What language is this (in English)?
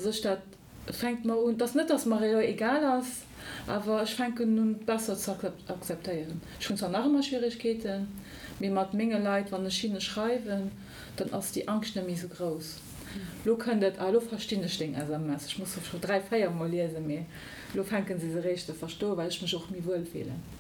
Luxembourgish